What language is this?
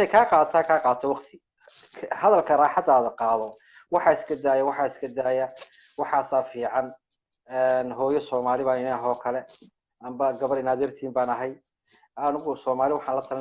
Somali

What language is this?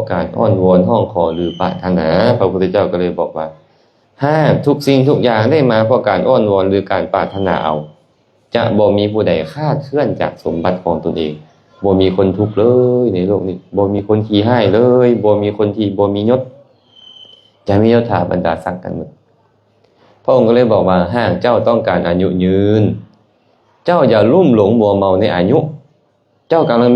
Lao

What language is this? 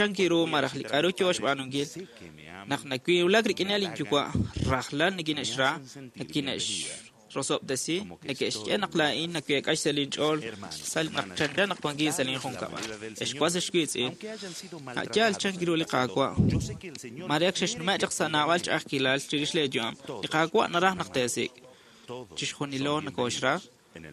Kekchí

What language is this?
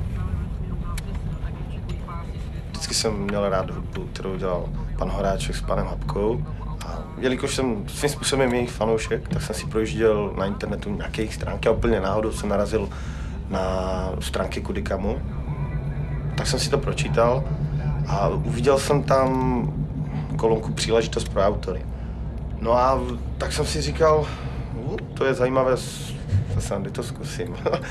Czech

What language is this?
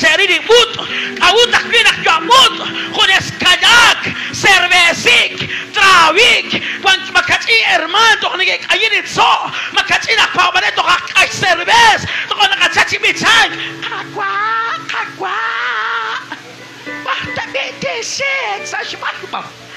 Kekchí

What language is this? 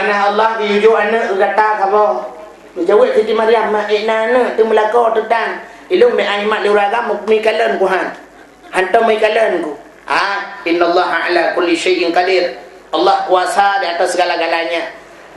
Achinese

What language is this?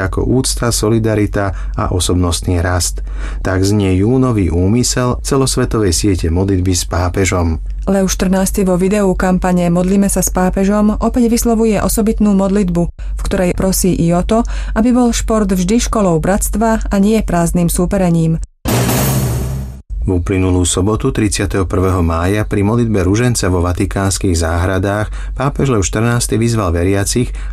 Slovak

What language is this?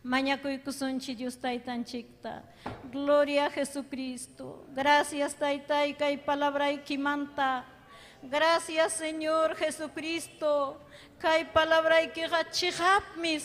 Ayacucho Quechua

